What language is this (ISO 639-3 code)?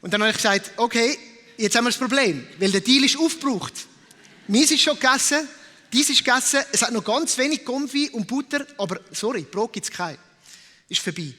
gsw